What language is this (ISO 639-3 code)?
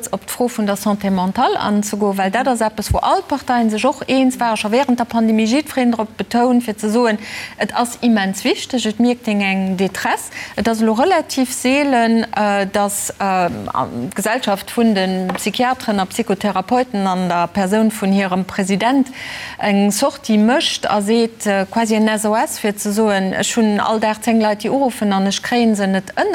ltz